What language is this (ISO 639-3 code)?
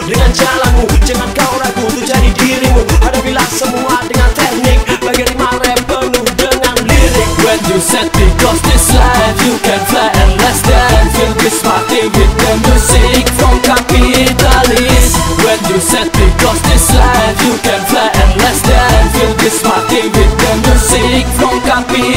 ind